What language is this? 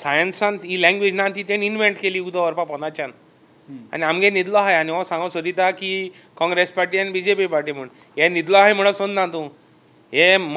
Konkani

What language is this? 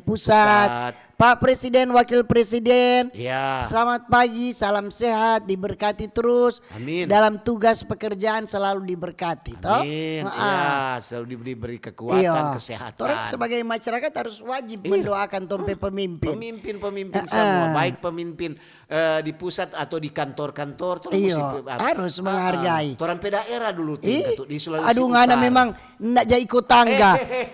Manado Malay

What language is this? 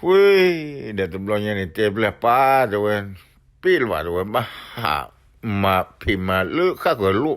S'gaw Karen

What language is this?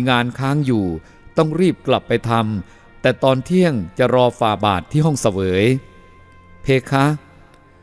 Thai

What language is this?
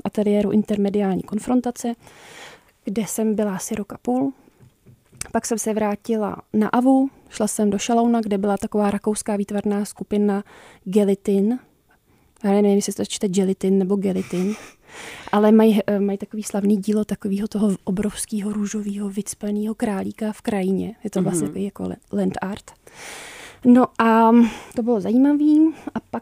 Czech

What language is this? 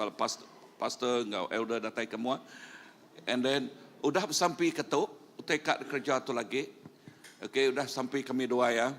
Iban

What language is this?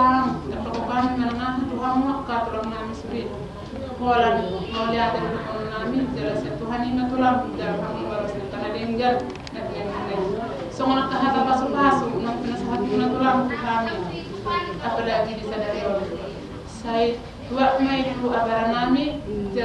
Batak Toba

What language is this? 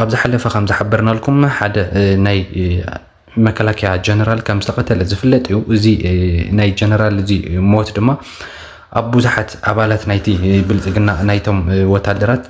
Tigrinya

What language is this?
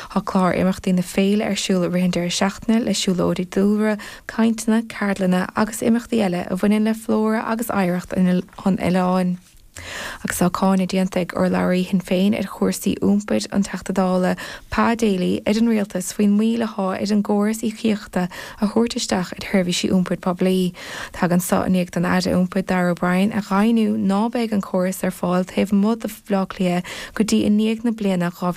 Irish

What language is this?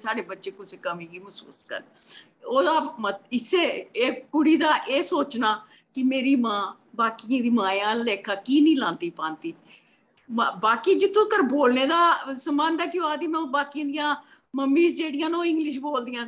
Dogri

